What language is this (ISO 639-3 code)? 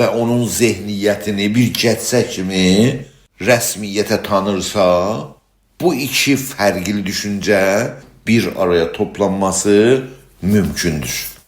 azb